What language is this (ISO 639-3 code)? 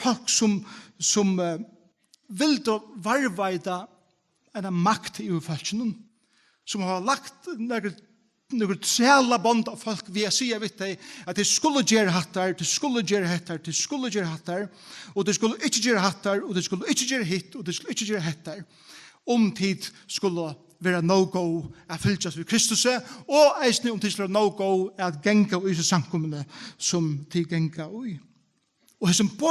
fao